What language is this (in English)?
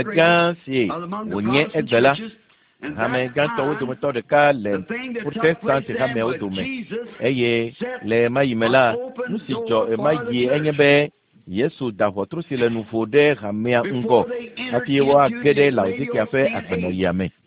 Ewe